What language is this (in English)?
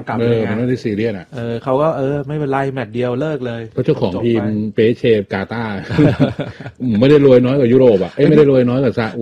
Thai